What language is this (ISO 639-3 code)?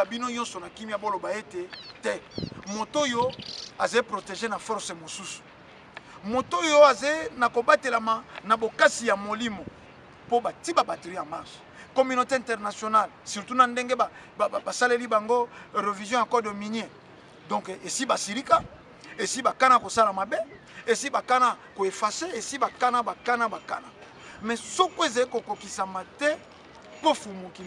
lin